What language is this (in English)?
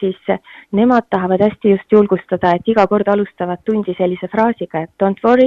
Estonian